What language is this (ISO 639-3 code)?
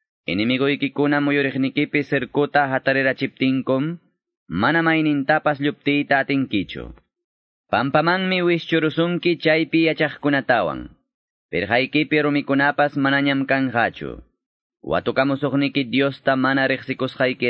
quy